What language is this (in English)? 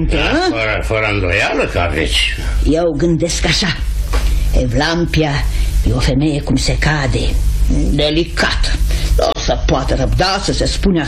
Romanian